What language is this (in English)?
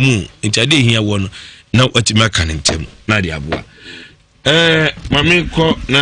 Akan